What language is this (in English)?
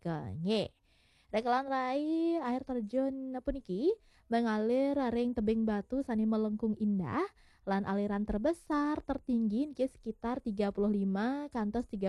Balinese